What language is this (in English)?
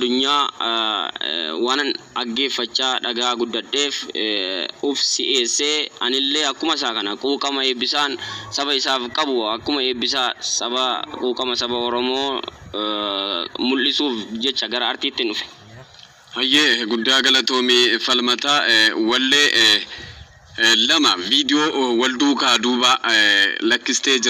Oromo